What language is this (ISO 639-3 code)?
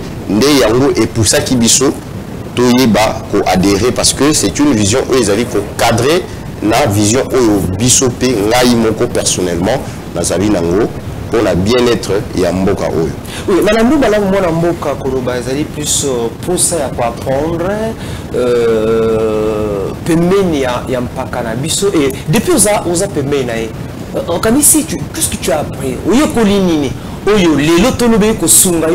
lin